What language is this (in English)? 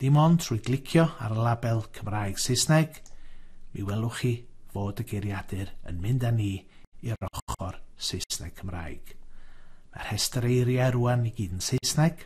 Welsh